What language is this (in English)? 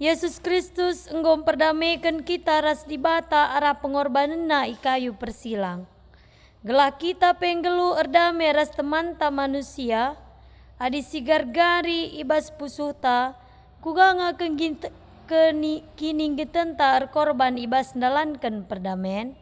Batak Karo